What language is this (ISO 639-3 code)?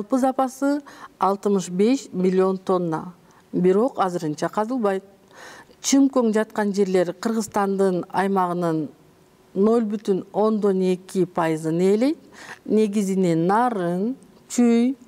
kir